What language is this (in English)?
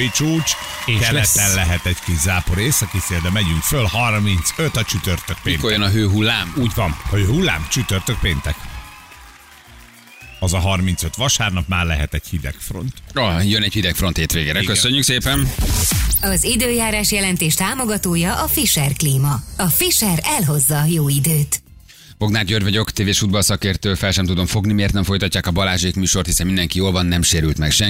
Hungarian